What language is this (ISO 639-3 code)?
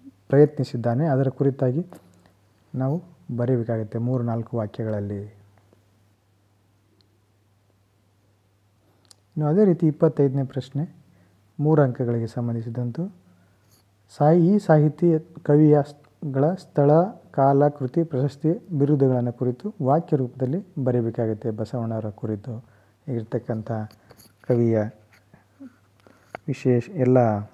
kan